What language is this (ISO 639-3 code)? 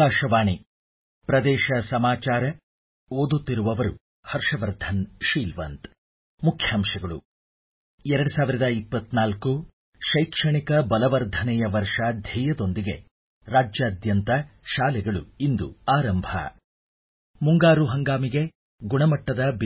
kan